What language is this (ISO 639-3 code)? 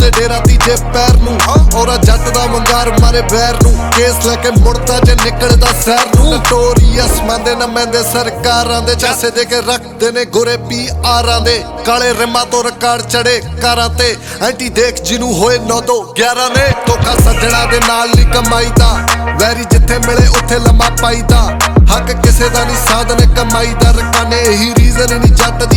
pan